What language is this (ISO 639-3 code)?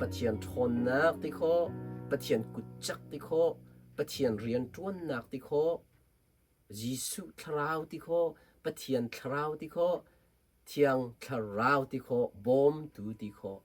cnh